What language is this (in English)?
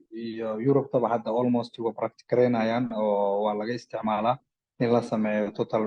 Somali